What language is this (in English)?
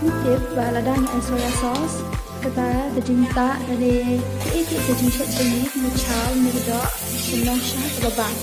Khasi